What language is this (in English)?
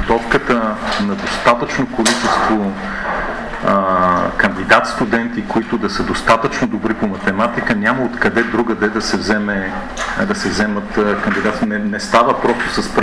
Bulgarian